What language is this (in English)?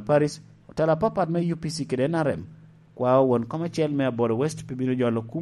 Lango (Uganda)